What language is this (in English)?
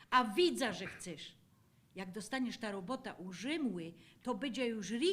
Silesian